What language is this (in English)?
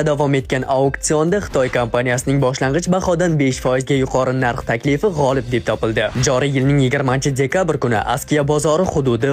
Uzbek